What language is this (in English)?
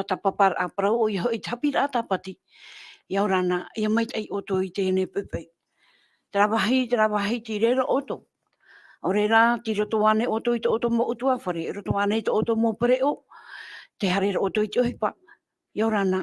Tahitian